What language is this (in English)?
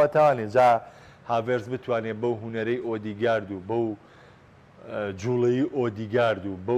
Central Kurdish